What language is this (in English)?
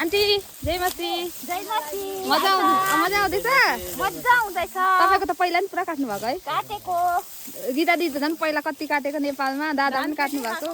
Nepali